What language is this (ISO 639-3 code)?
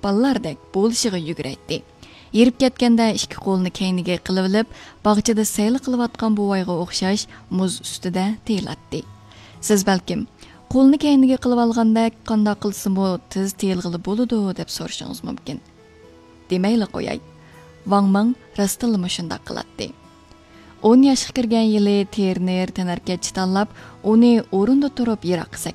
uig